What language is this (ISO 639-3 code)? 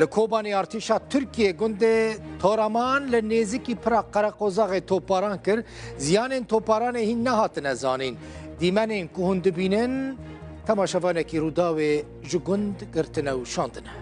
kur